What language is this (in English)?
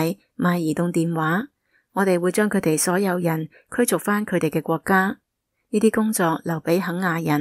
Cantonese